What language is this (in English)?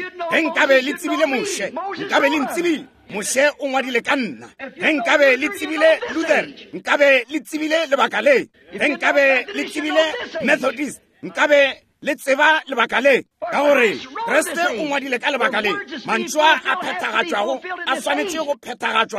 Northern Sotho